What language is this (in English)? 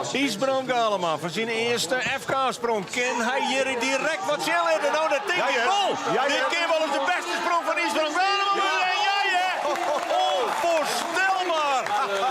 Western Frisian